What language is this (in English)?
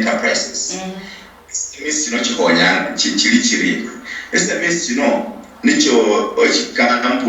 Luyia